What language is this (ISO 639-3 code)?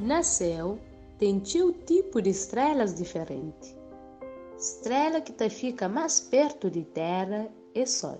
kea